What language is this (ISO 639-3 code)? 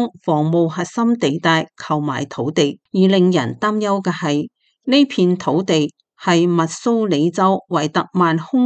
yue